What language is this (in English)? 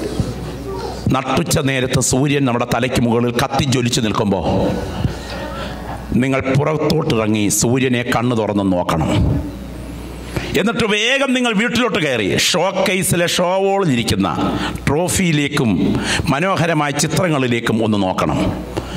Malayalam